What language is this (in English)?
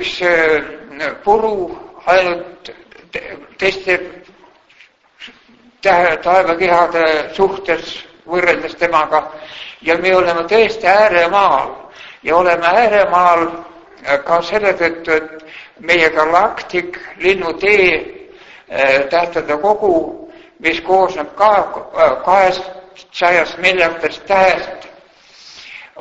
Estonian